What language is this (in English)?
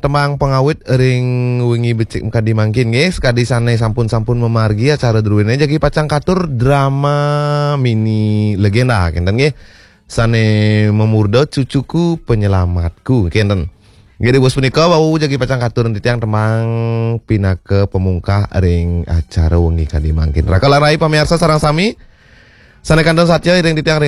Balinese